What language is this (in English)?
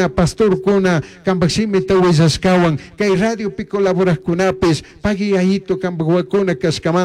Chimborazo Highland Quichua